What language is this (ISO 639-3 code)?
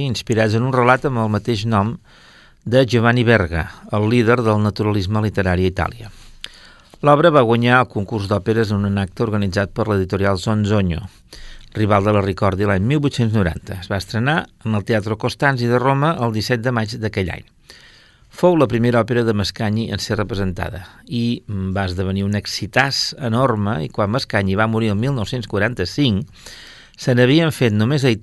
cat